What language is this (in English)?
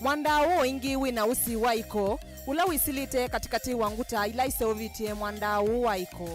Kamba